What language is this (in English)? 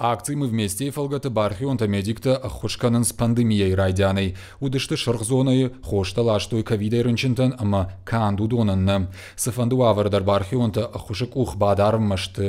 Ossetic